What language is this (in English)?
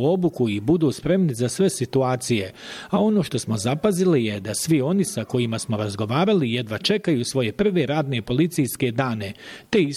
Bosnian